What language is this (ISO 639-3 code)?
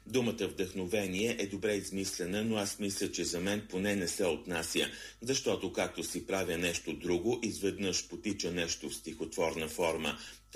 bul